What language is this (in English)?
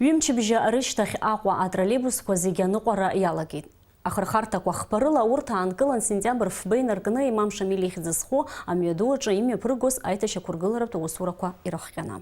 Abkhazian